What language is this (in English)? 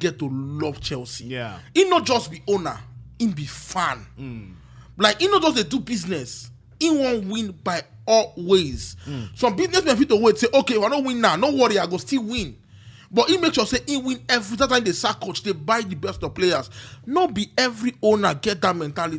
Nigerian Pidgin